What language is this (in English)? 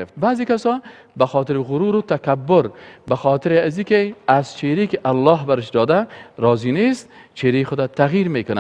Persian